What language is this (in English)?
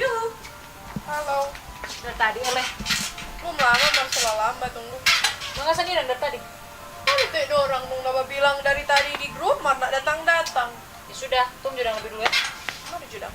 Manado Malay